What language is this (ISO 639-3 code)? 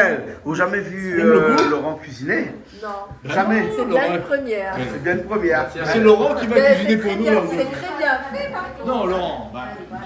rcf